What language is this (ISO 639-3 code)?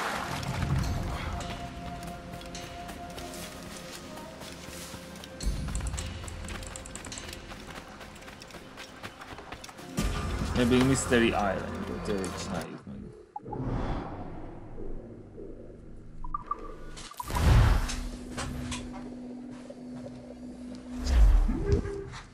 hun